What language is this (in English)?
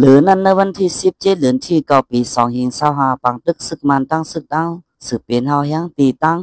Shan